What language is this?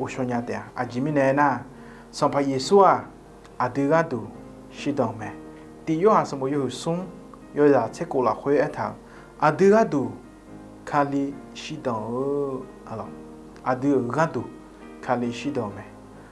Akha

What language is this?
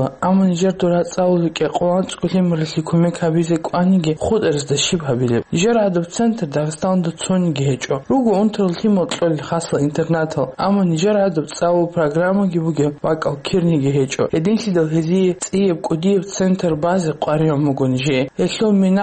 Avaric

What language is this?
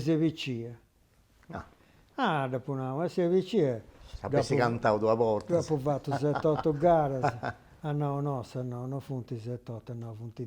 Sardinian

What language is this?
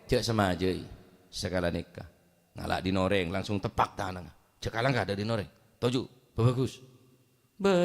Madurese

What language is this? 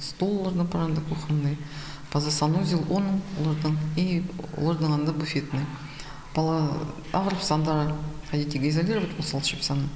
Khakas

